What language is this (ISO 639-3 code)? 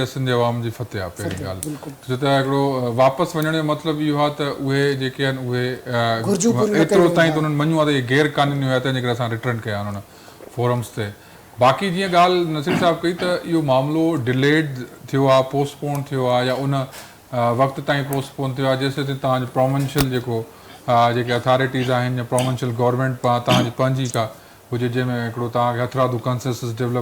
snd